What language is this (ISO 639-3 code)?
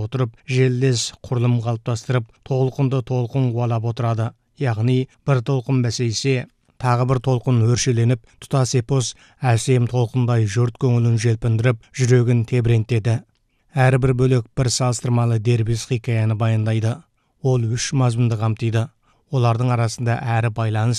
kaz